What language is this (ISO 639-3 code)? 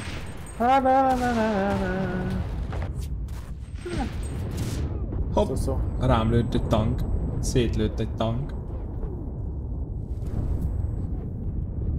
hun